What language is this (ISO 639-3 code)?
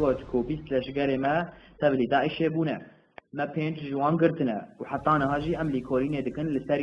kur